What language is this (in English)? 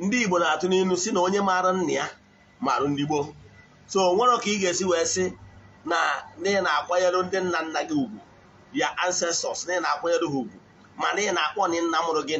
Igbo